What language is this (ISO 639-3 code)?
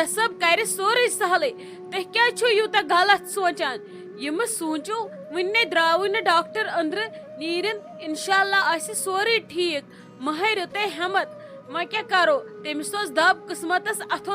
kas